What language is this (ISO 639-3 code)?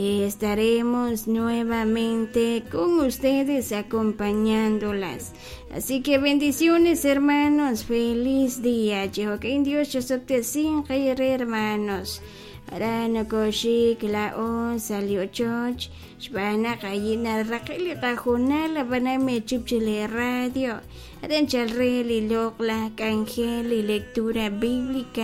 kek